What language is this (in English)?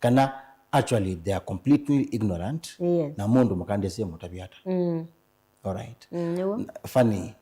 Kamba